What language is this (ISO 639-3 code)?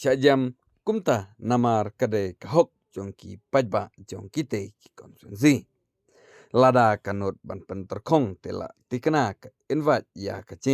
kha